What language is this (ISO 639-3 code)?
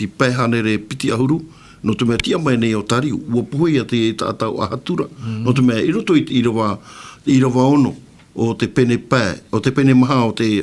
tah